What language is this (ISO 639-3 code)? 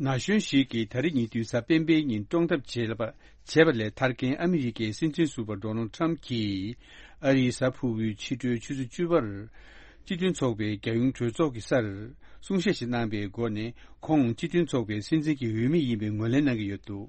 bod